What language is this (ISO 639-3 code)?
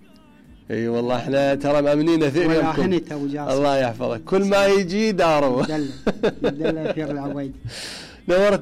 acm